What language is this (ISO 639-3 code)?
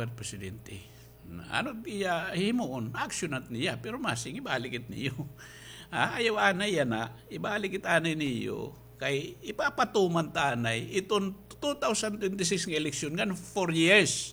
war